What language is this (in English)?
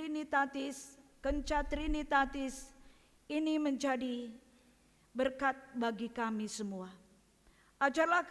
Batak Karo